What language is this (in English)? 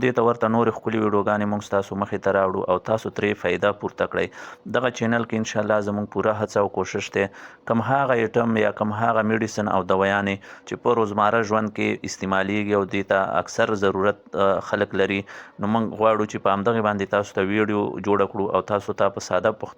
Pashto